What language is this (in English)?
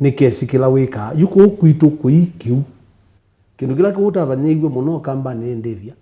Kamba